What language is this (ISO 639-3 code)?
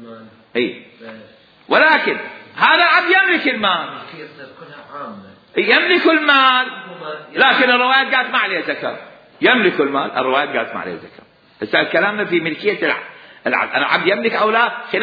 acm